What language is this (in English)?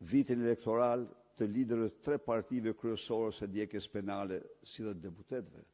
Albanian